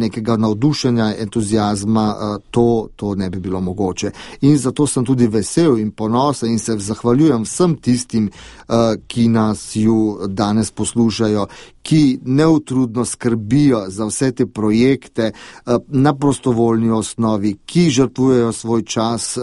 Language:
Slovenian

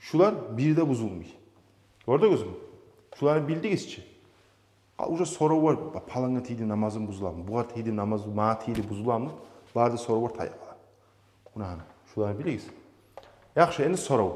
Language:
Kumyk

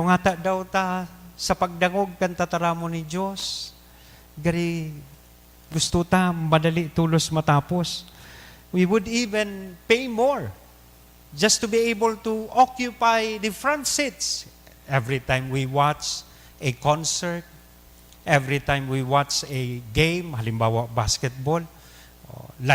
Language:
Bikol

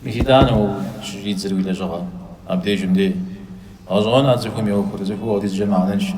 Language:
Kabardian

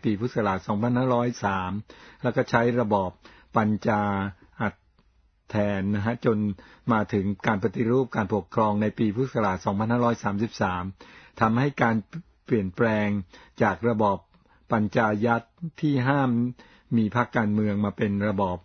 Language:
Thai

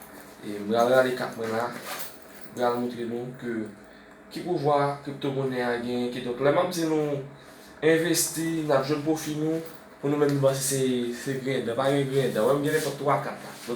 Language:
Haitian Creole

